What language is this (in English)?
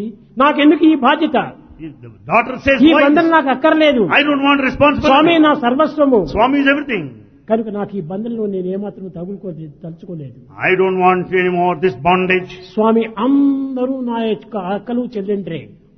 Telugu